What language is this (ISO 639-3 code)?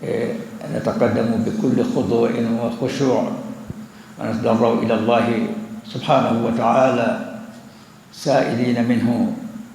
ful